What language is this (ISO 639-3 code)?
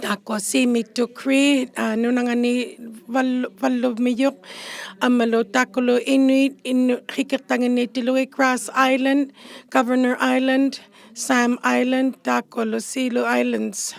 iku